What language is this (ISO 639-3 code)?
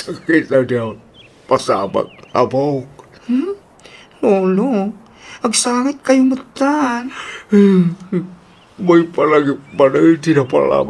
ilo